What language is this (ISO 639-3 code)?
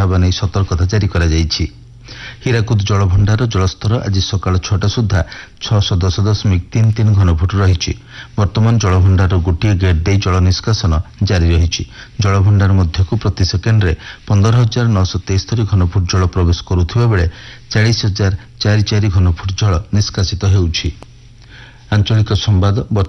ori